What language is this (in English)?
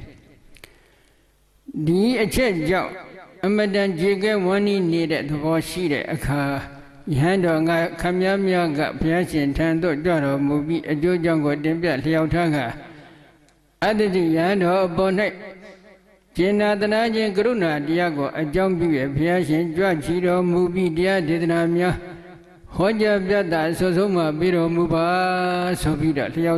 Burmese